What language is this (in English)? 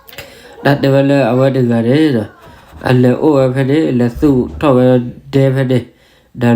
S'gaw Karen